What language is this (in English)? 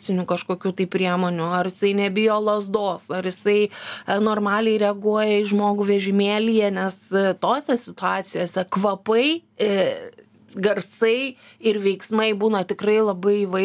Lithuanian